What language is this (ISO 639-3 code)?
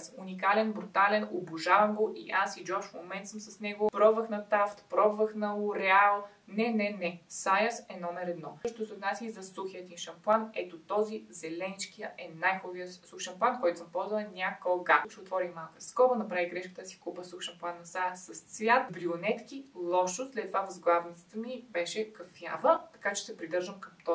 bul